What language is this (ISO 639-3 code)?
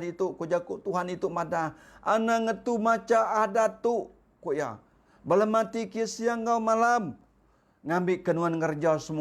iba